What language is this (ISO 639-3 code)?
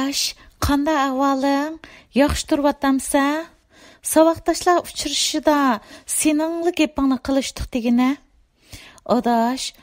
uig